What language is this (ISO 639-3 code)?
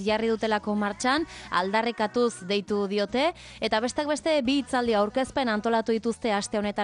eus